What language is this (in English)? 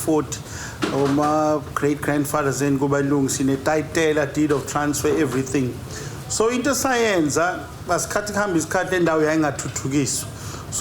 Zulu